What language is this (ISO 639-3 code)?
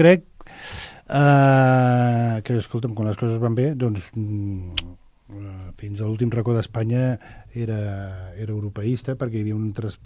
cat